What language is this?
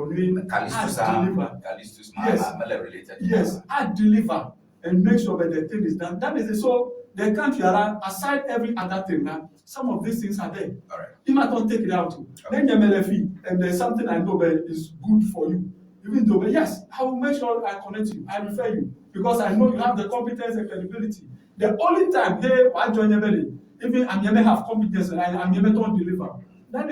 Ewe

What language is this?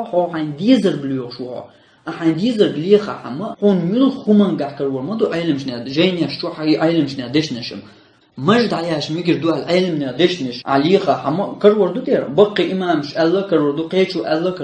Chechen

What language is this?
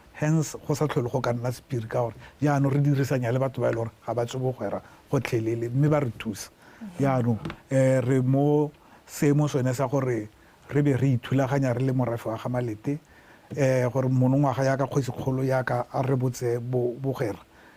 Tswana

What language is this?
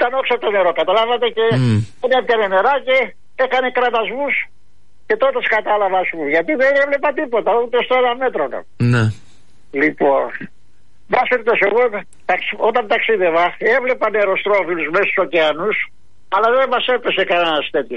Greek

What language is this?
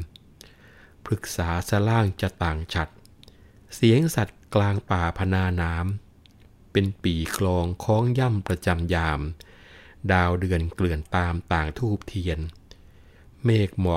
Thai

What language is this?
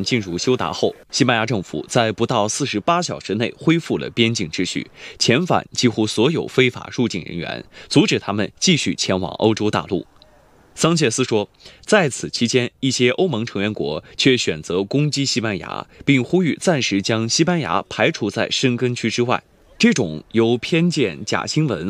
Chinese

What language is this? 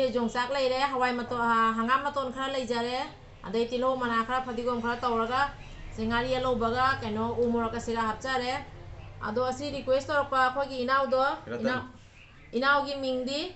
Manipuri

